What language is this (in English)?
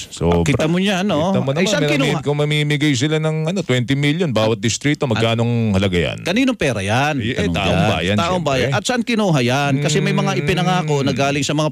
Filipino